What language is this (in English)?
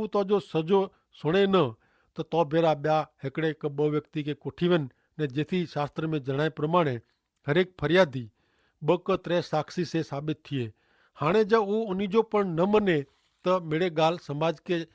Kachhi